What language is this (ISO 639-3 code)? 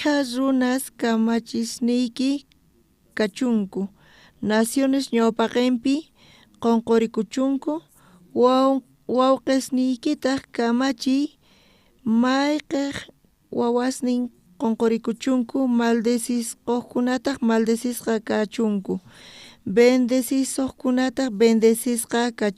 quh